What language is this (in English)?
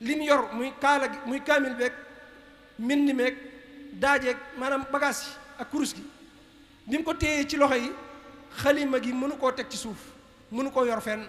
Wolof